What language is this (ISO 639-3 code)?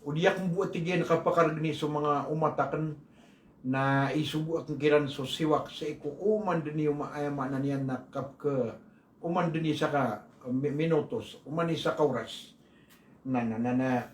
mrw